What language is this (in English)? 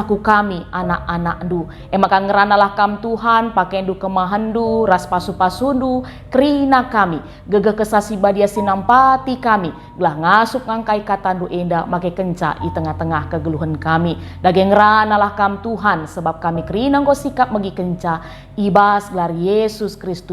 Batak Karo